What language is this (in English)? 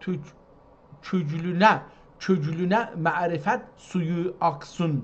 South Azerbaijani